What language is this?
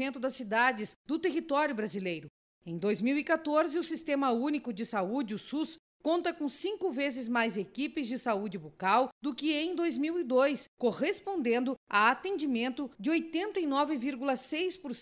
Portuguese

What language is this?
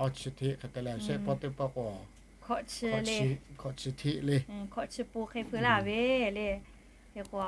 Lahu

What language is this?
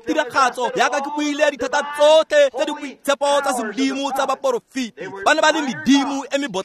Tswana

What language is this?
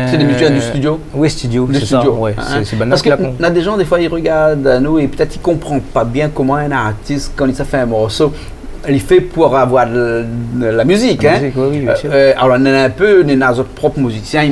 Réunion Creole French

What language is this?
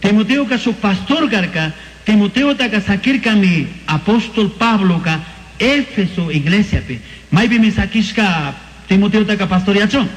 Chimborazo Highland Quichua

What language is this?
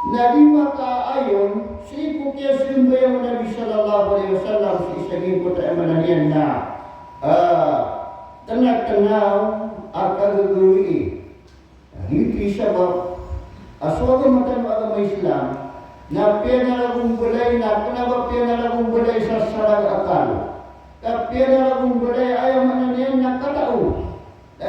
Maranao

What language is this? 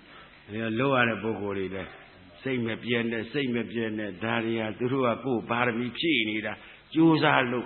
Burmese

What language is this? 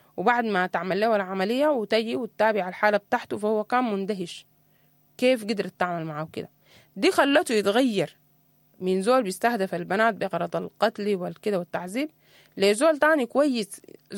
Sudanese Arabic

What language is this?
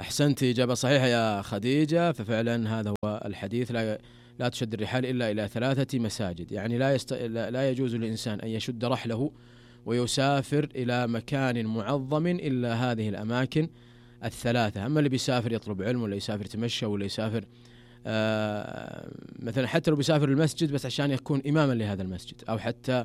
Najdi Arabic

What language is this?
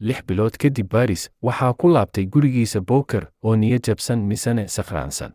Somali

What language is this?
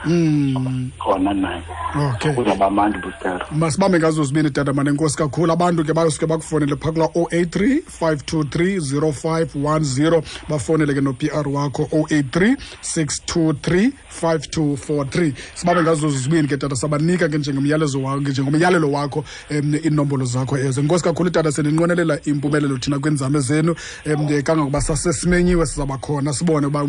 Xhosa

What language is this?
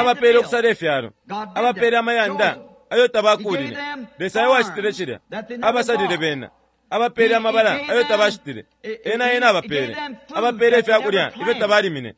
Bemba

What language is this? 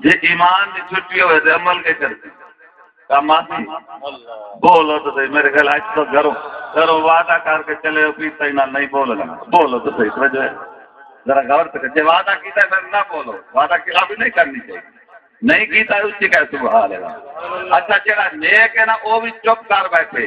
Saraiki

